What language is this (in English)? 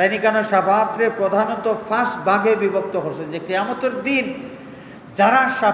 Sylheti